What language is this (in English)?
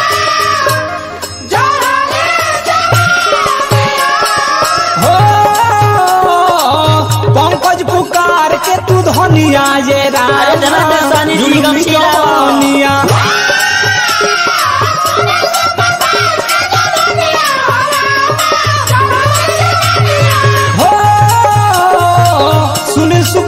Bhojpuri